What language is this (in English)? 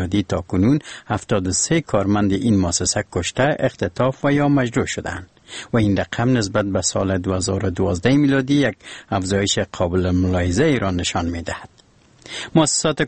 Persian